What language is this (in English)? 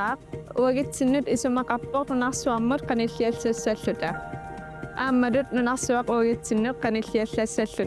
Kalaallisut